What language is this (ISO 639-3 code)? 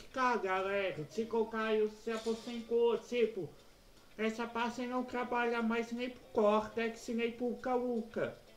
por